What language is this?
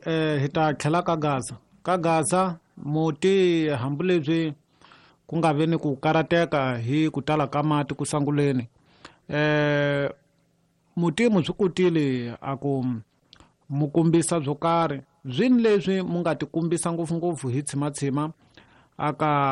Tsonga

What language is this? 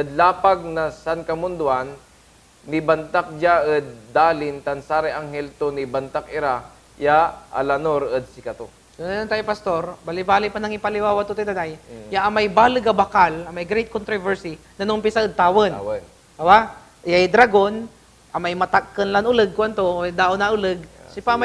Pangasinan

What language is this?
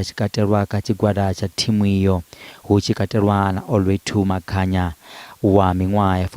Venda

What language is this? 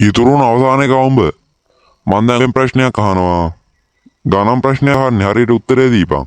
Sinhala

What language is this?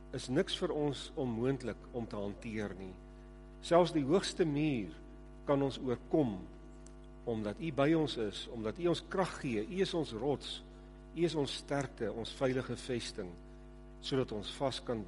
Afrikaans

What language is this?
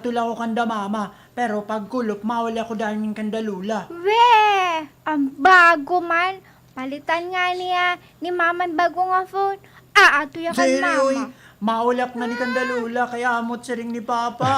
Waray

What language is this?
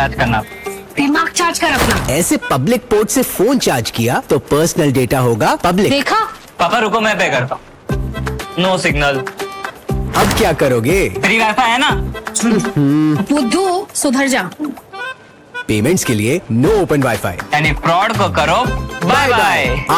Hindi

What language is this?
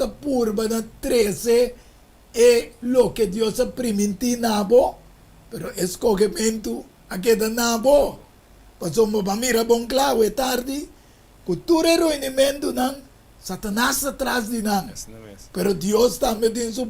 Papiamento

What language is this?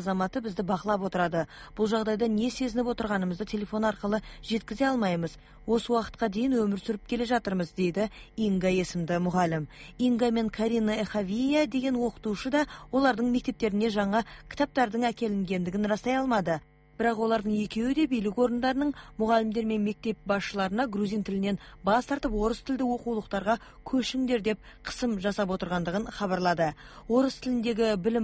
Kazakh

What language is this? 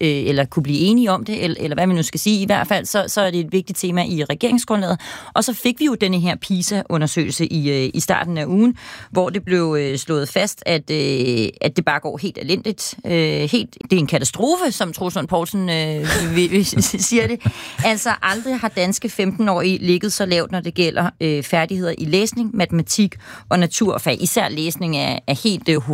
Danish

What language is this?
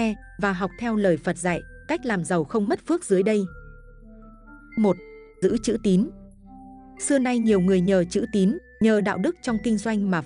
Vietnamese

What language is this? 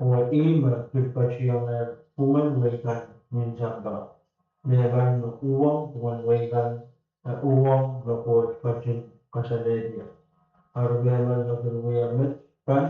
Pohnpeian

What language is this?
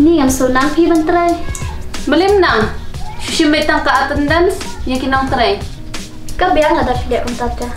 Khasi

